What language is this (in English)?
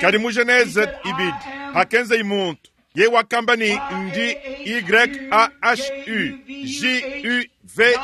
Luba-Lulua